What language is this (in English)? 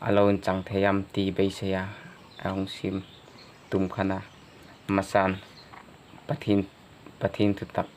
Hmar